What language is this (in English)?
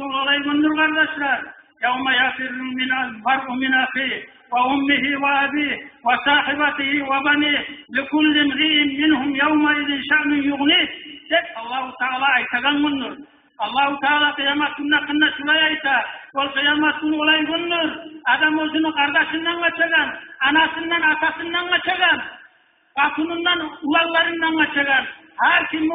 Kumyk